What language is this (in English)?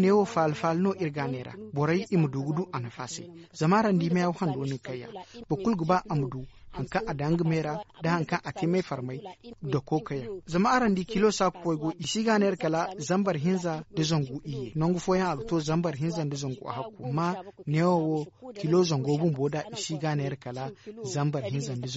Zarma